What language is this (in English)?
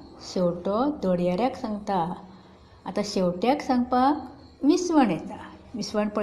Konkani